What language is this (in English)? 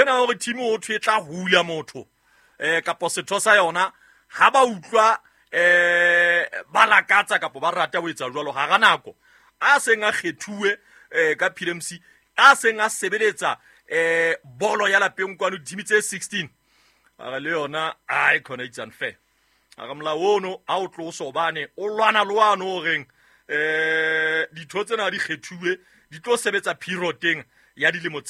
Southern Sotho